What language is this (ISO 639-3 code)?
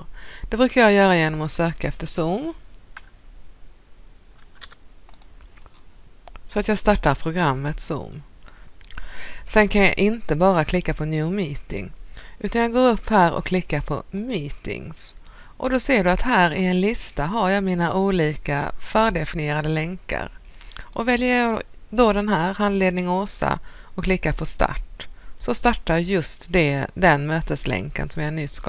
swe